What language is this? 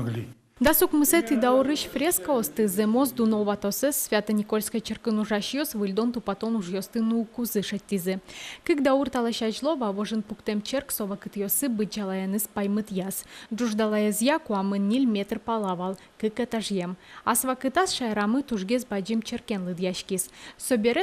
Udmurt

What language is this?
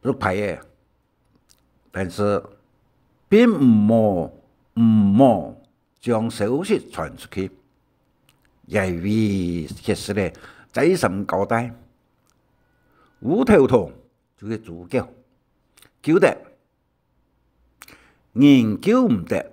Hakka Chinese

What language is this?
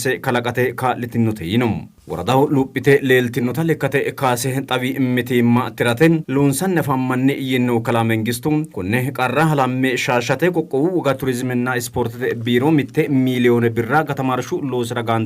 Sidamo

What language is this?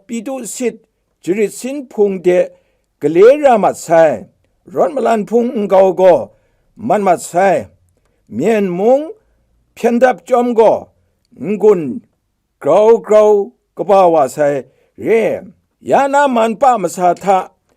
Kachin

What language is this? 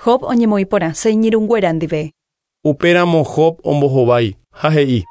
Guarani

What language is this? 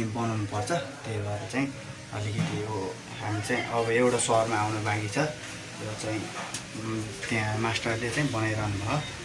Nepali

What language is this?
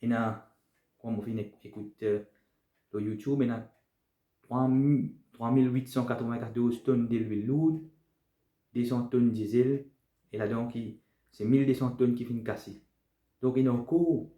Morisyen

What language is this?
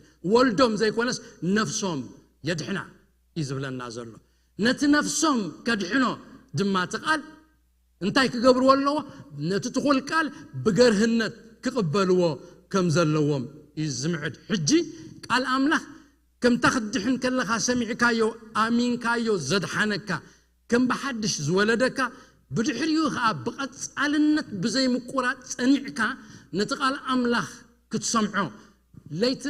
Tigrinya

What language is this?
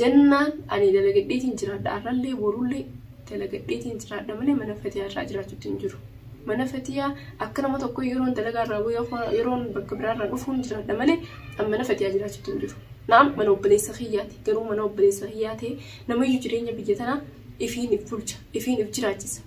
Oromo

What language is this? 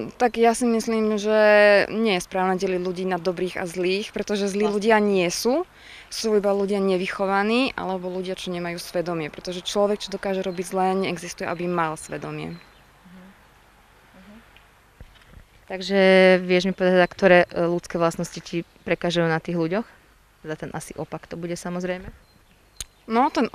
Slovak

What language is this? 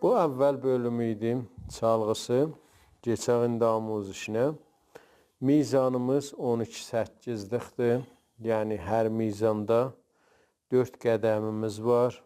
South Azerbaijani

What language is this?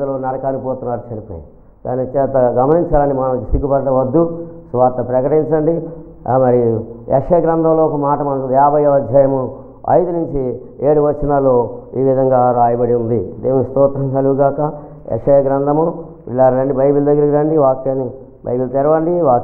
Telugu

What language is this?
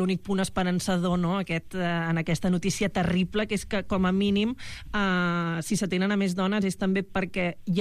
Catalan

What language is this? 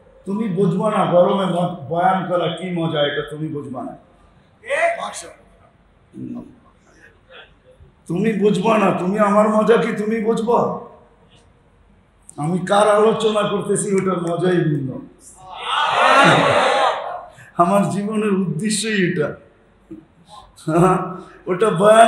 Bangla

